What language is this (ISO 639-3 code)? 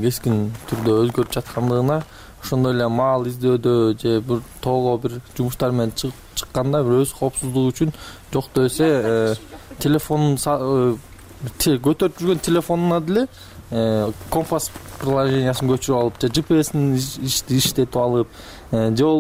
kir